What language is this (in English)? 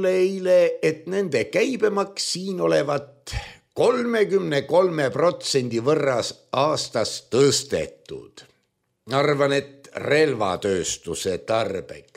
Estonian